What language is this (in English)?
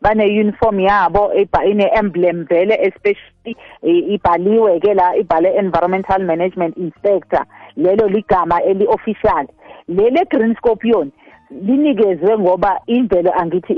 South Ndebele